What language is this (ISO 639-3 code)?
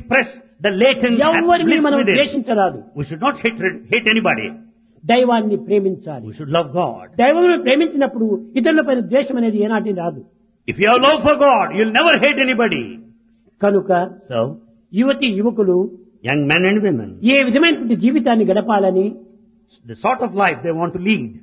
tel